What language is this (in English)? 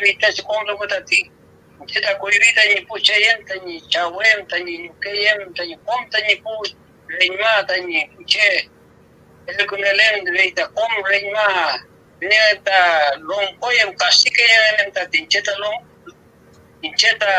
Mapuche